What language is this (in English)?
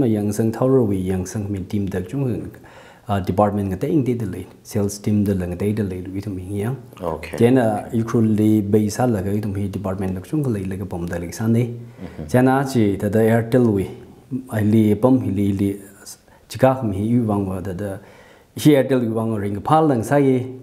Tangkhul Naga (India)